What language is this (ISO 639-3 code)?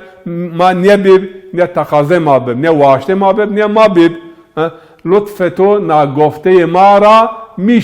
zza